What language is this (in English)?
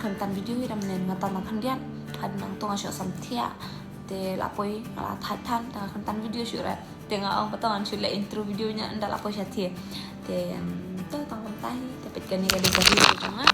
Khasi